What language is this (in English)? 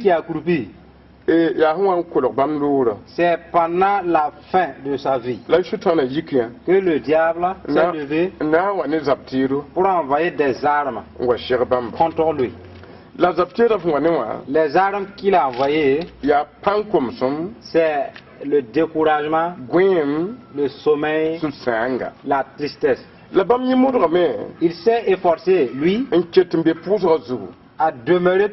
Mossi